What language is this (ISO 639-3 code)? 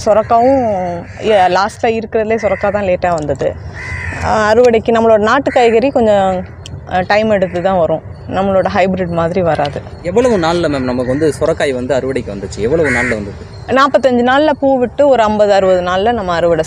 tam